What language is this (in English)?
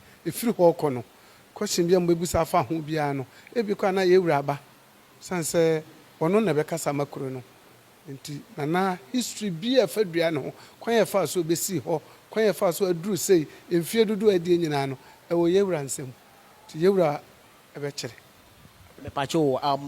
Akan